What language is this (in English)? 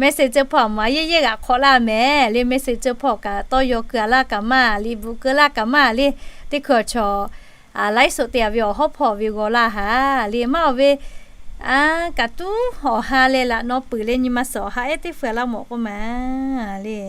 Lahu